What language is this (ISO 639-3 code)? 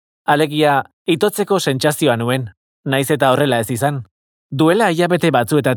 eus